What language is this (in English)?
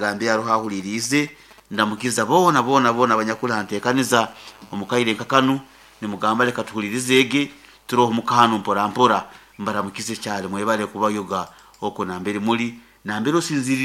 Nyoro